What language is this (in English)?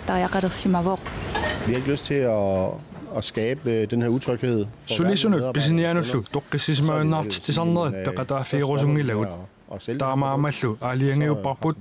Kalaallisut